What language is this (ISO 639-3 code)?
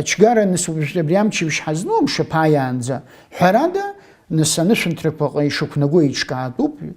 abk